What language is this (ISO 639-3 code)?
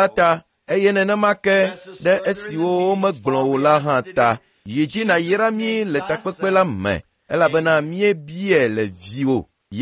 ewe